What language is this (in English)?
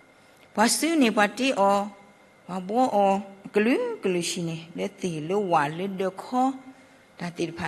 S'gaw Karen